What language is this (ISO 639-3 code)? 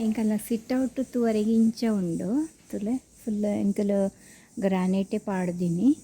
tcy